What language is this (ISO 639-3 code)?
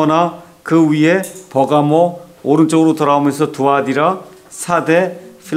kor